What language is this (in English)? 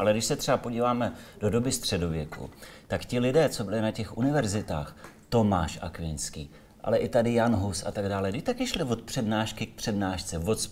Czech